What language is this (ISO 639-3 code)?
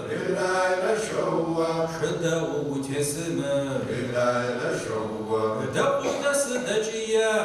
kbd